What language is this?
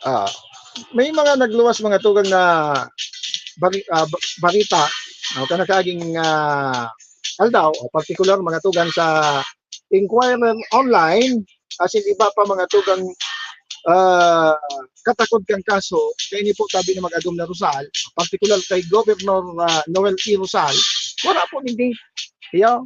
Bikol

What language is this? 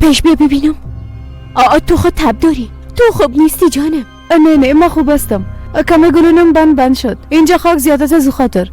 Persian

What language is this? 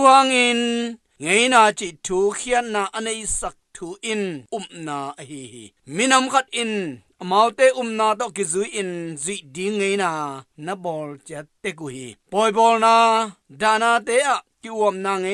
Tedim Chin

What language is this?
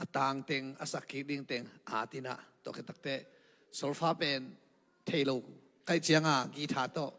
Tedim Chin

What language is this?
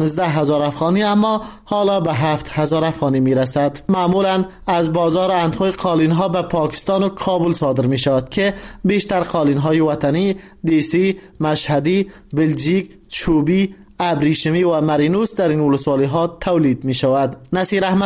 Persian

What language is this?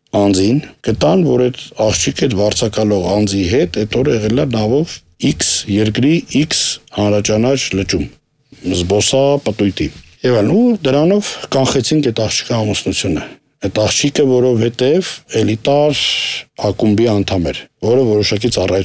Armenian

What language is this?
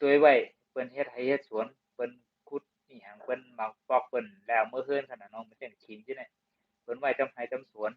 Shan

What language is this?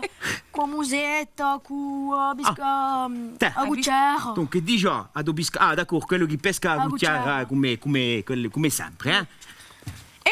Corsican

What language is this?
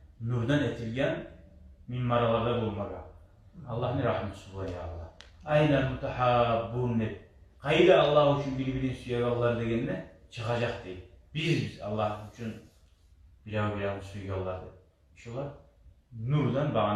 Kumyk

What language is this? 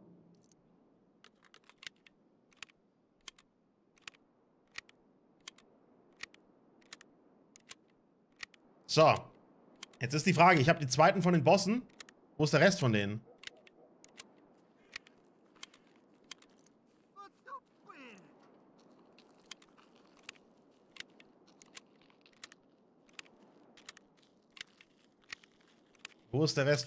German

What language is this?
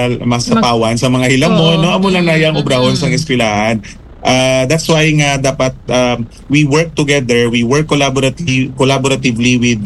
Hiligaynon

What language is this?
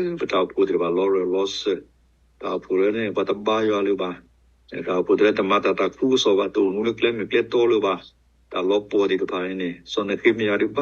S'gaw Karen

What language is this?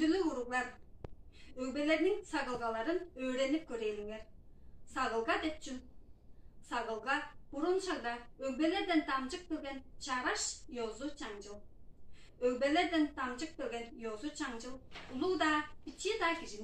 Tuvinian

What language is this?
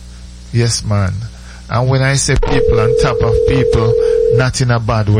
English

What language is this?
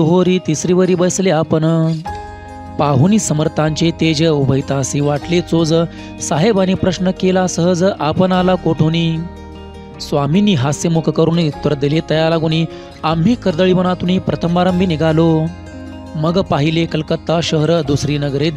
Marathi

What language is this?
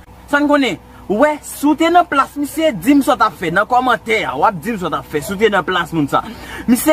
Haitian Creole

